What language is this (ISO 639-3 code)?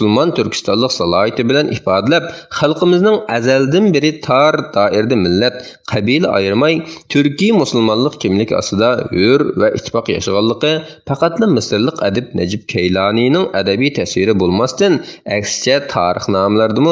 uig